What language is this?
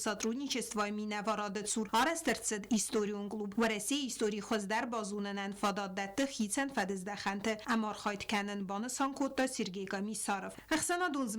Ossetic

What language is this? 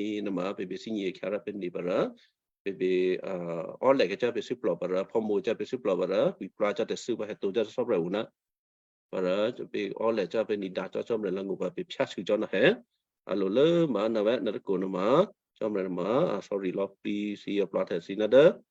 Western Kayah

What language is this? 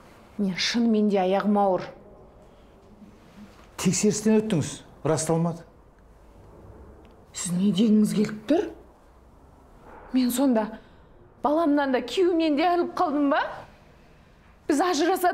Kazakh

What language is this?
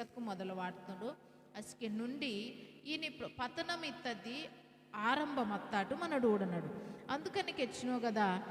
Koya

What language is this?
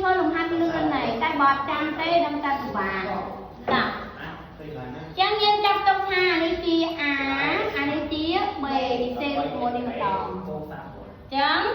Khmer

